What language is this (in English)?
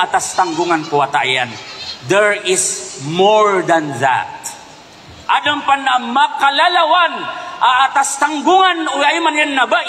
Maranao